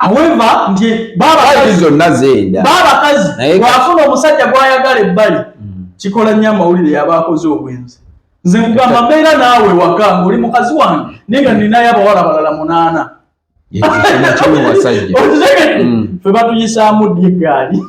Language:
Ganda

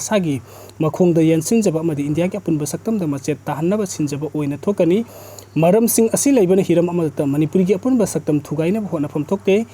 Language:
Manipuri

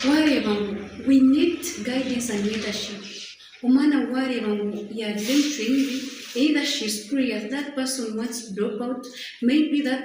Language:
Nyankole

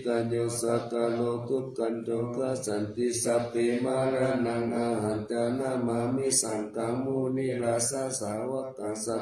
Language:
Pali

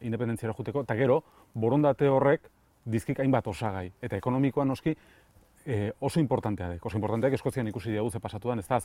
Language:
Basque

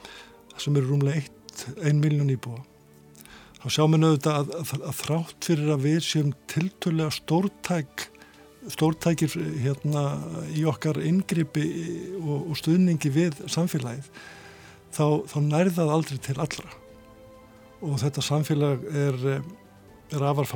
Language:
Icelandic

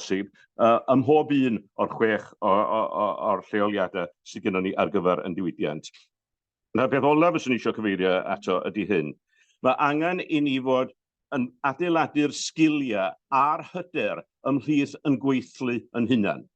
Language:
Welsh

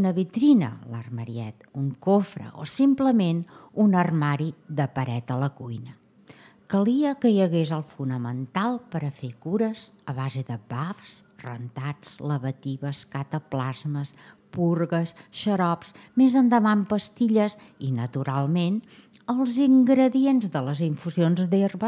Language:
Catalan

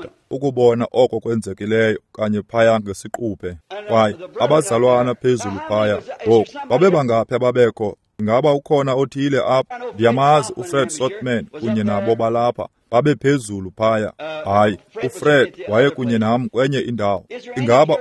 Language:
Xhosa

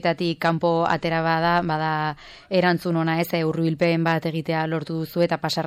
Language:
Basque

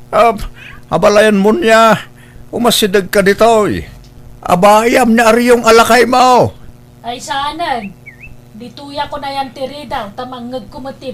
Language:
Iloko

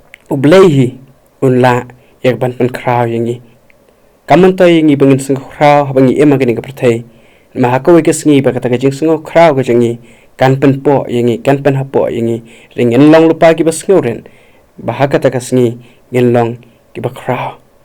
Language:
Khasi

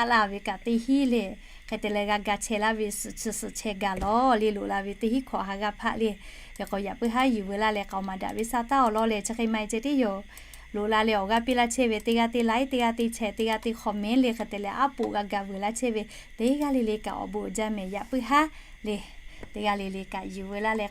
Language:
Lahu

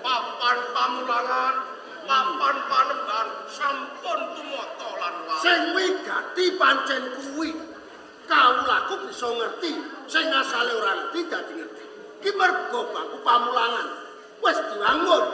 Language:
Javanese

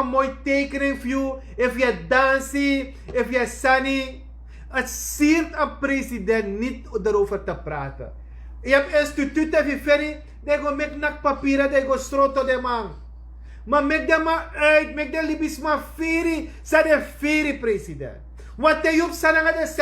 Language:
Sranan Tongo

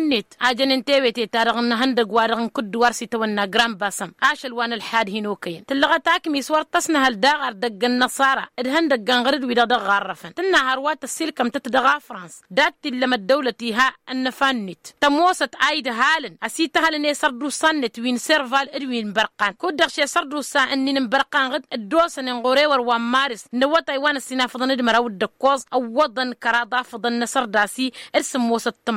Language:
Tamasheq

